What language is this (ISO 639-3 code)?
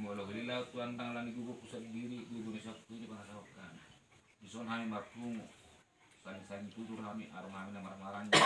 bbc